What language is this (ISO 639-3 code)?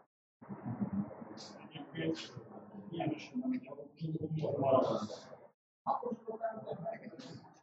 hun